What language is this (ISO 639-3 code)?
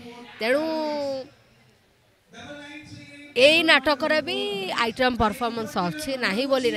ori